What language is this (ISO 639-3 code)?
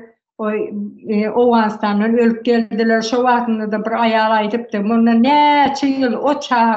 tuk